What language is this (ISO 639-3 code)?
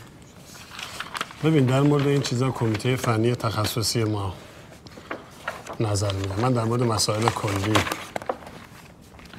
fas